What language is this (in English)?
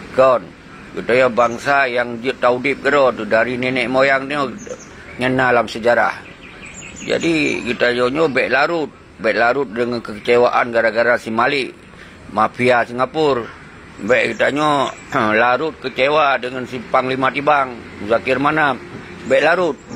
Achinese